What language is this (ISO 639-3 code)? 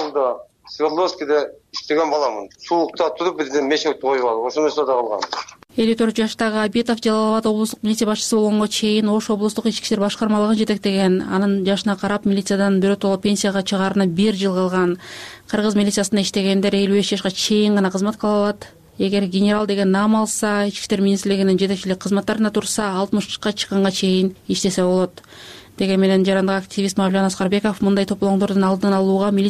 kir